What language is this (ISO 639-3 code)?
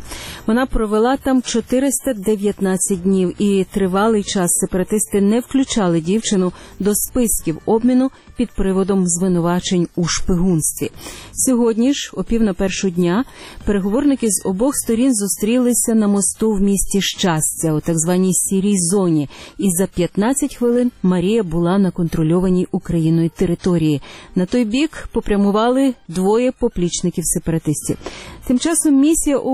ukr